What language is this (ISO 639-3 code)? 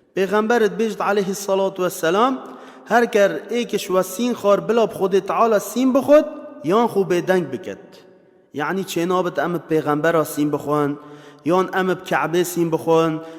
kur